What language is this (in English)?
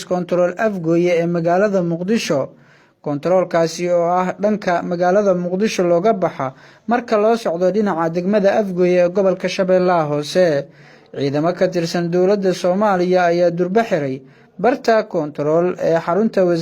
Somali